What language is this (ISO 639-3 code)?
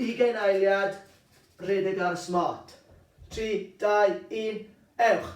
cym